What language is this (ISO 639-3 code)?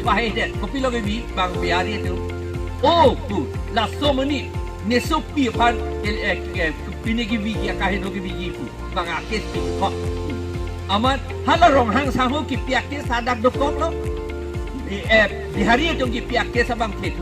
mjw